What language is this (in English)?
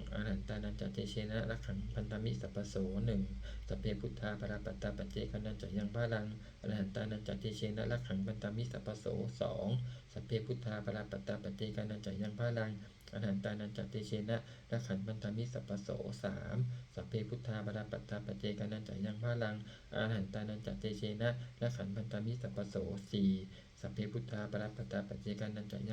Pali